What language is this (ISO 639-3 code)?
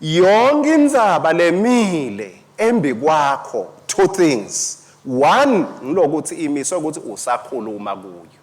ssw